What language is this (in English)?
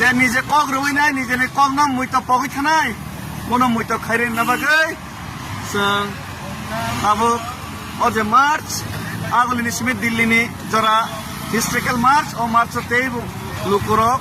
Kok Borok